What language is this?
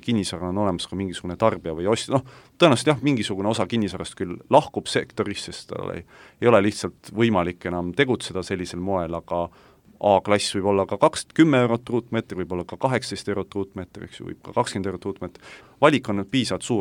Estonian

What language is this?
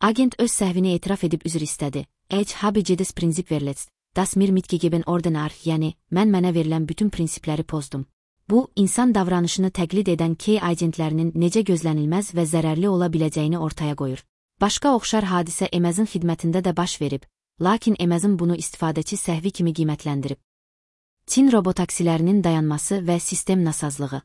Azerbaijani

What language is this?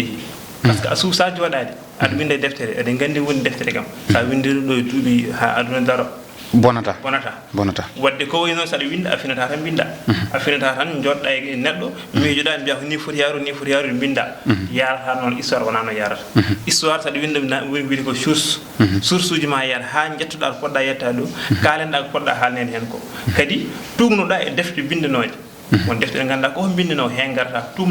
Fula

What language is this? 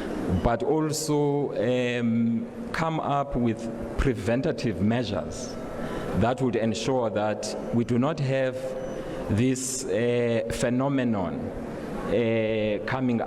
Venda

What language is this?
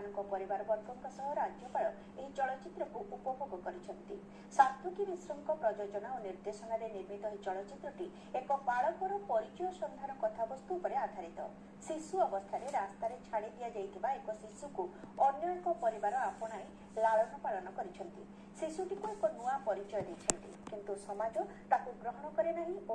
Odia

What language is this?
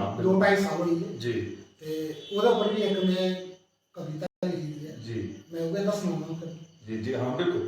Dogri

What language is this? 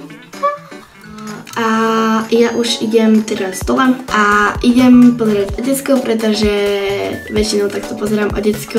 Slovak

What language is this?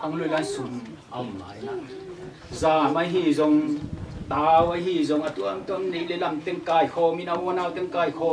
Tedim Chin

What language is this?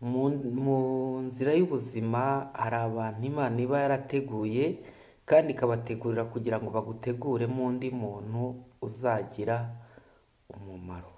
Kinyarwanda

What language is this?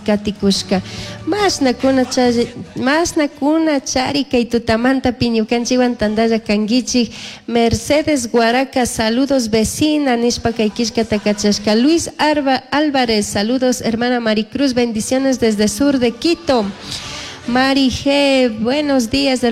Chimborazo Highland Quichua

